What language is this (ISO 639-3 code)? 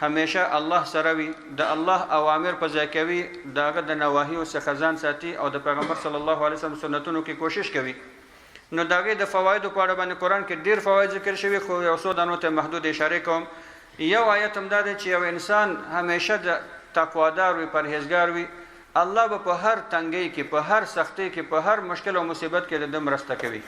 pus